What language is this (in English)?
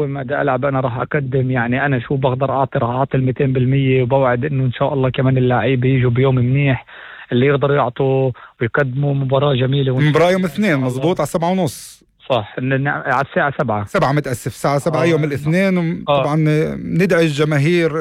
North Levantine Arabic